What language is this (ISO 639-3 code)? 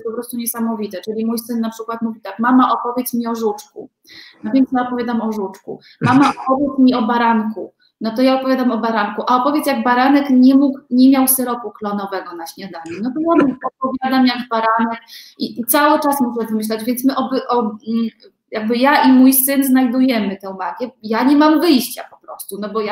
pol